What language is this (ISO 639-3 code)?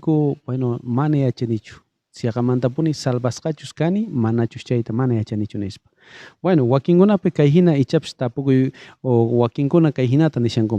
quh